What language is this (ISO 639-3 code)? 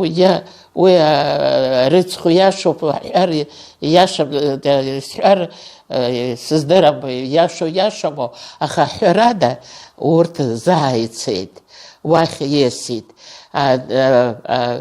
abk